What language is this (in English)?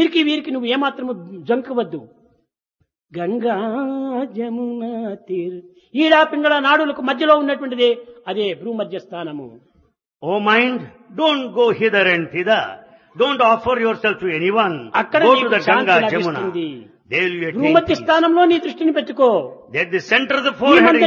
Telugu